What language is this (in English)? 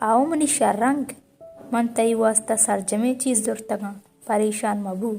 Baluchi